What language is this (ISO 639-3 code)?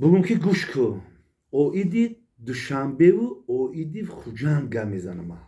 tgk